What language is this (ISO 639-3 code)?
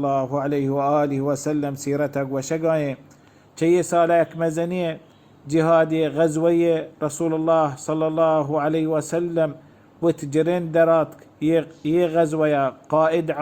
bal